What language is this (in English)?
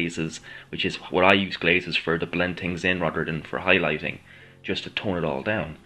English